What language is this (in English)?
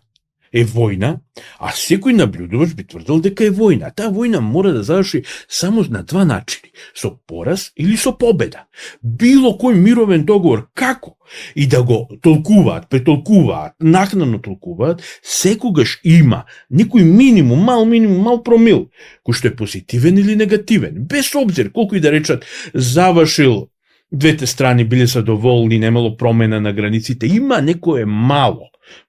Macedonian